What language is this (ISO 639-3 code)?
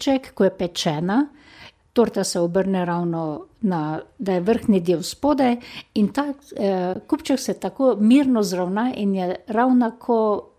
slv